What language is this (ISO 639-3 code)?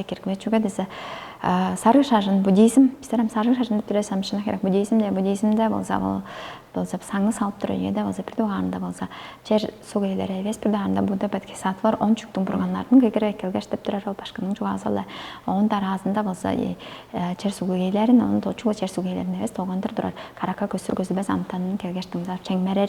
tyv